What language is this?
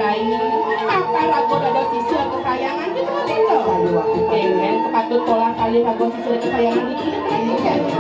Balinese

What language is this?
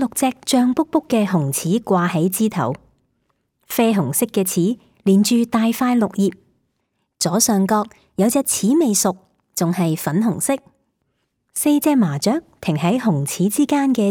Cantonese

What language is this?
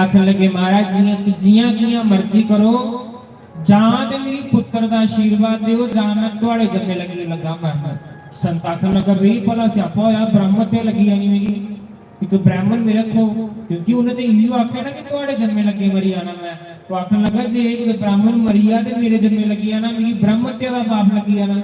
Dogri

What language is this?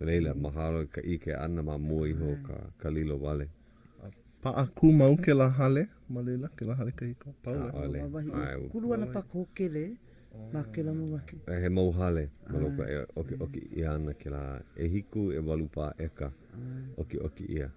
Hawaiian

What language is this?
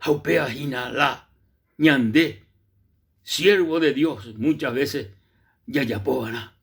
Guarani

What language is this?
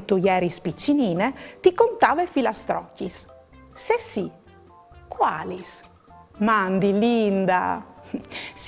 Friulian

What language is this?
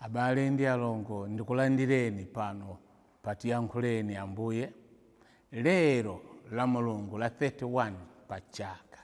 Nyanja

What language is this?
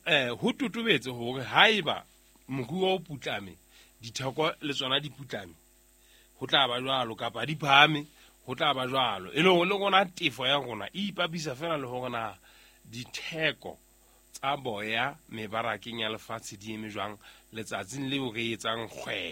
Southern Sotho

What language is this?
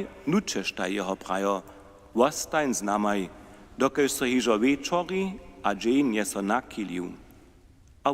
Upper Sorbian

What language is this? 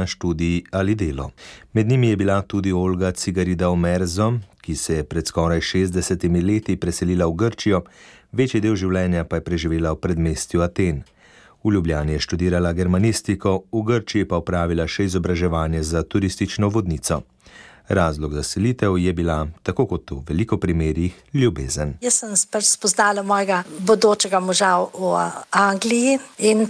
Slovenian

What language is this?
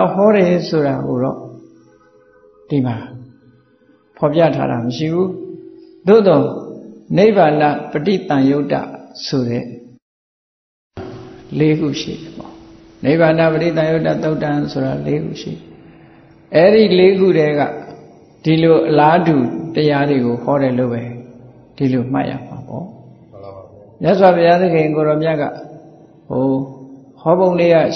Burmese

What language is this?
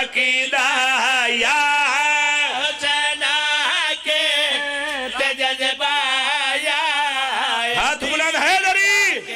Pahari-Potwari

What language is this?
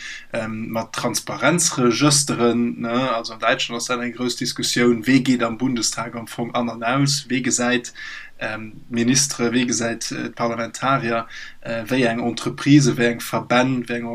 Luxembourgish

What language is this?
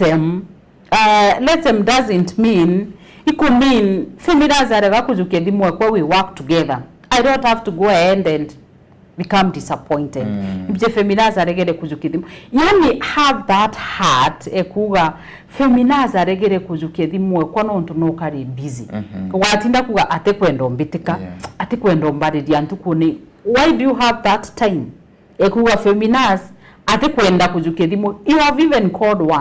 Meru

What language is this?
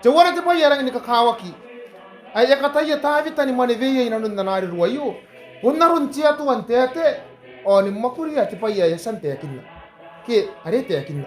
Gilbertese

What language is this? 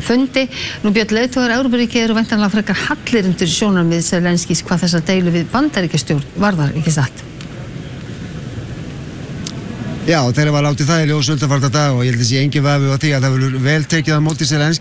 Icelandic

